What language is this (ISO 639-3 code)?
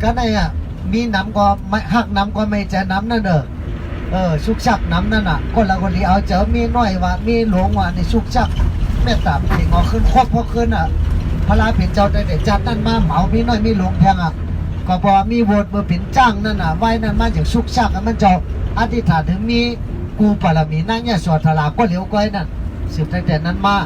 shn